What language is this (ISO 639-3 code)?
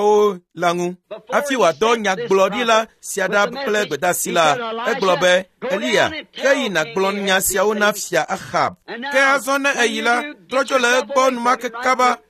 ewe